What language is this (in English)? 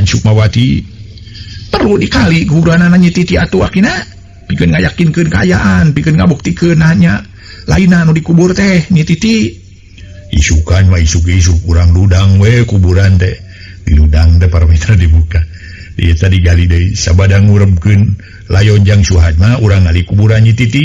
Sundanese